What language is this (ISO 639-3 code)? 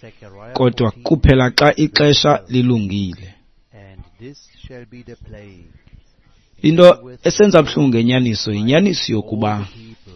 xho